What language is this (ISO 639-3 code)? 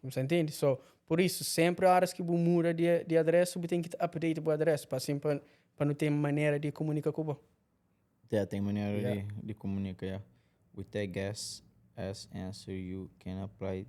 kea